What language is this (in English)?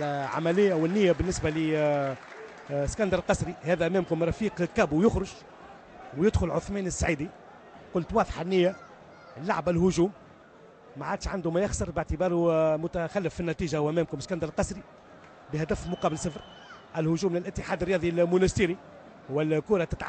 Tunisian Arabic